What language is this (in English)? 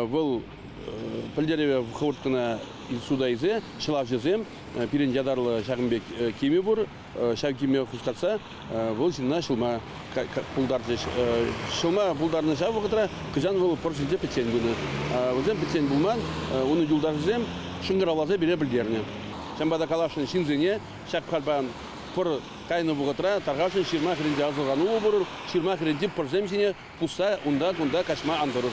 Chuvash